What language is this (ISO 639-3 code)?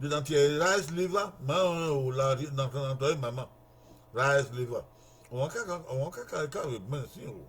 bin